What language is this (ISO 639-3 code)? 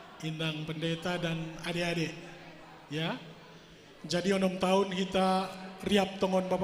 bts